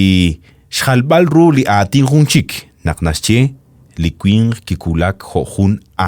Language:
Kekchí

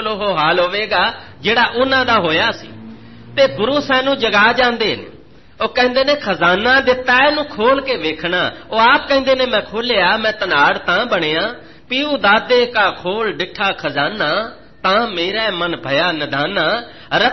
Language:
Punjabi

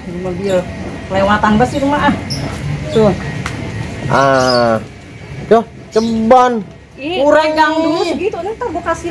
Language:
Betawi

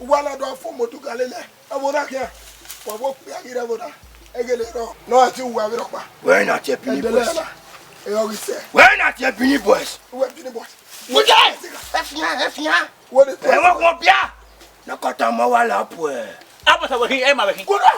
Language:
Bini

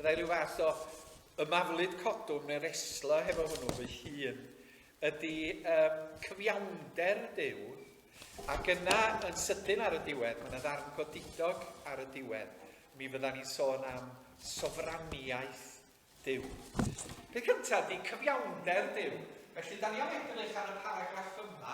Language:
Welsh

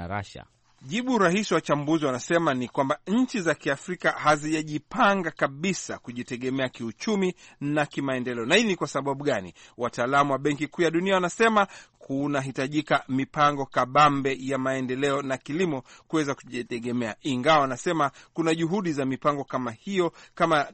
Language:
Swahili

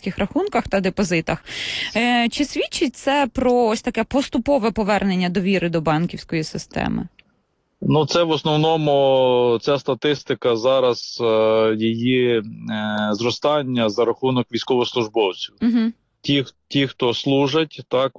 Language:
Ukrainian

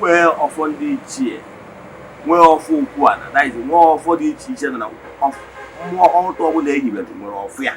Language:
Igbo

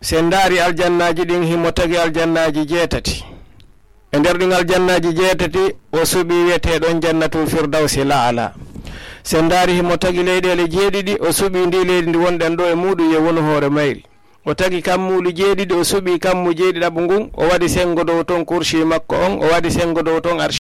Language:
Fula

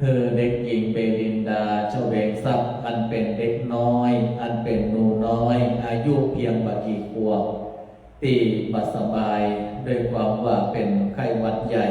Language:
Pali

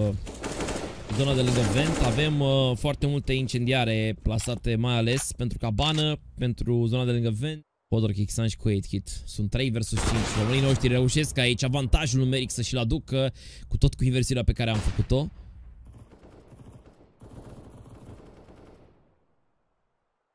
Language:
Romanian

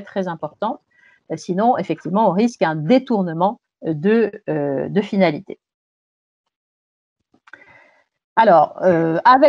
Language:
French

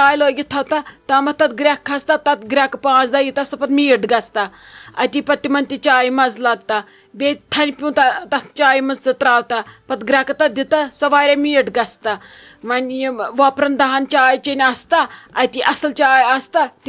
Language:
Kashmiri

